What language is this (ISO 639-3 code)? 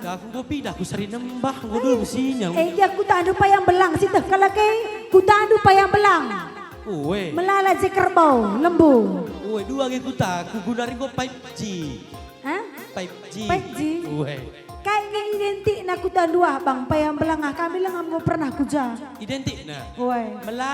btx